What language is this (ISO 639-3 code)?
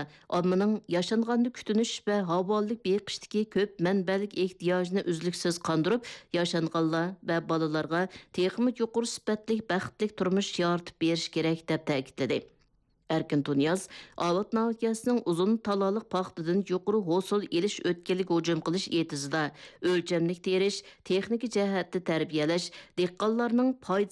uig